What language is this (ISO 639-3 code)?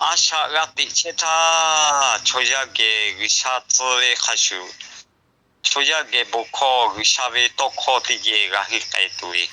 lhu